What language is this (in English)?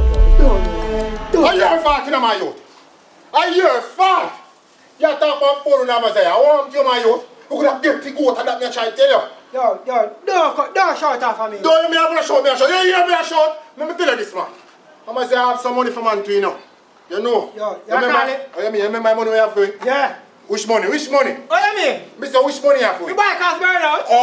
Jamaican Creole English